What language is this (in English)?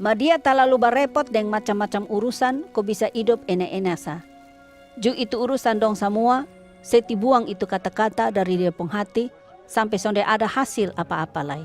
Kupang Malay